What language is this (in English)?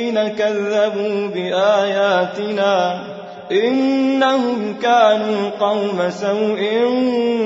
Arabic